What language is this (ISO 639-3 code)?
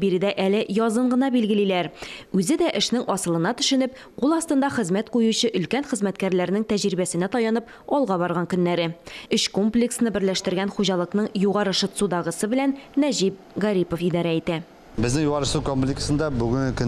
tat